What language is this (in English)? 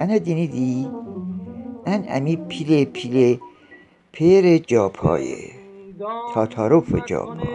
Gilaki